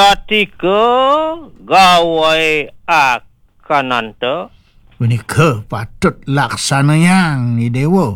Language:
Balinese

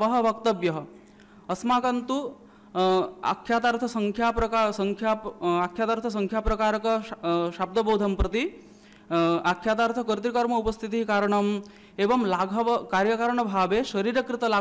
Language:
Sanskrit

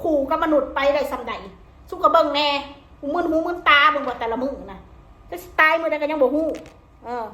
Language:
Northeastern Thai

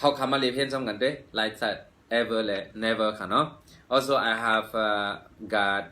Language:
Shan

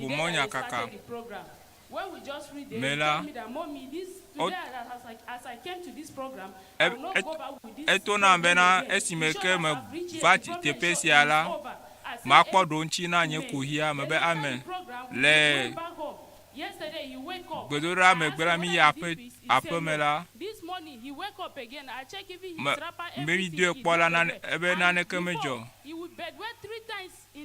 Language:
Ewe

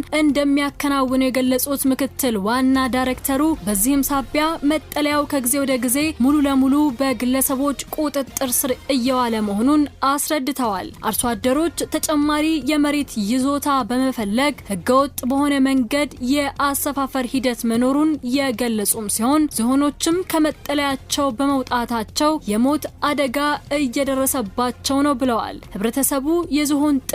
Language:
Amharic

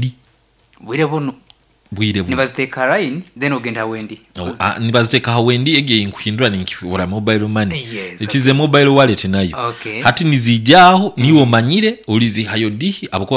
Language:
Nyankole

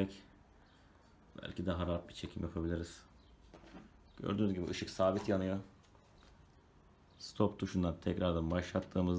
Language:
Turkish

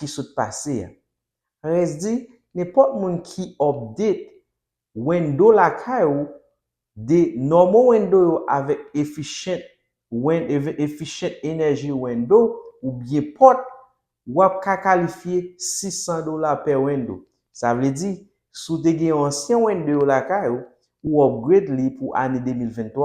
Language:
Haitian Creole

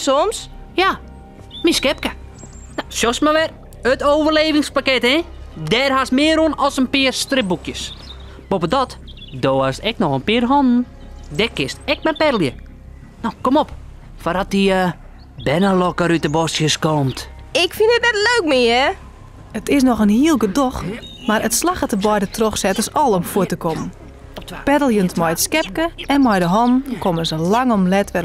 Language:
Western Frisian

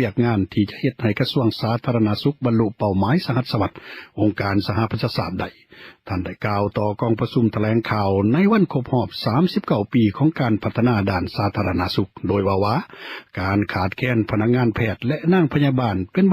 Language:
Lao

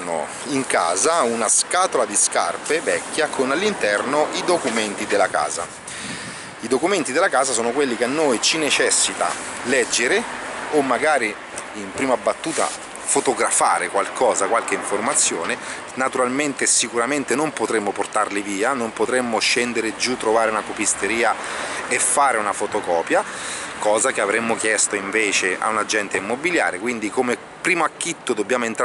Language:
Italian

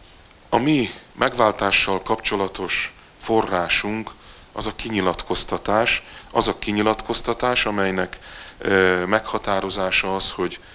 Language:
Hungarian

